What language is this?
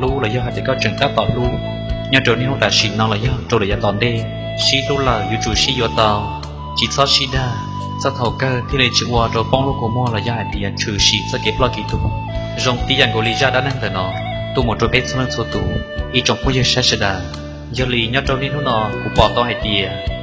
Hmong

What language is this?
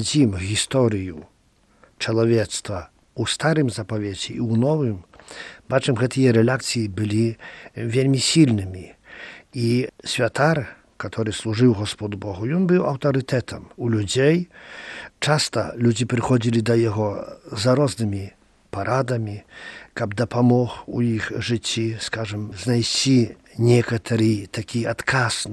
Belarusian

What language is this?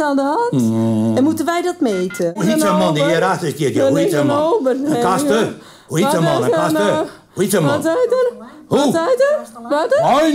Western Frisian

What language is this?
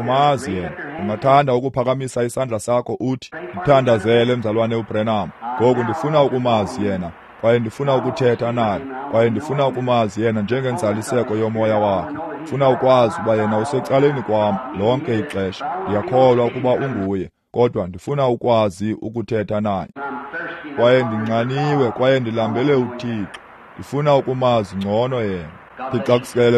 Xhosa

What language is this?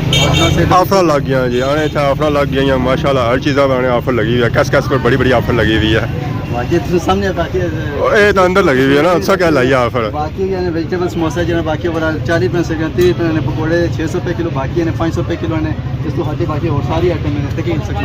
Pahari-Potwari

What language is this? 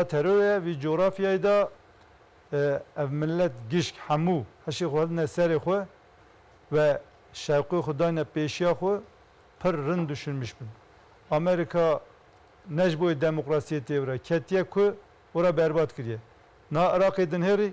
Zaza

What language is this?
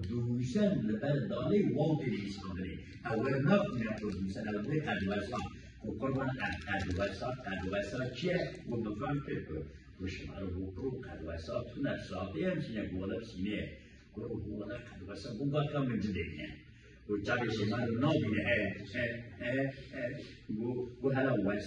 Kurdish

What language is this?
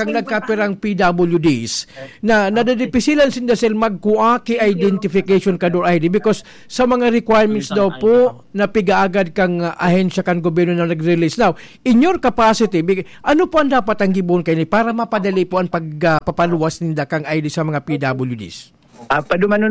Bikol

